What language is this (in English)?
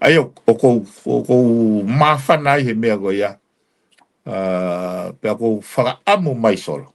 Tongan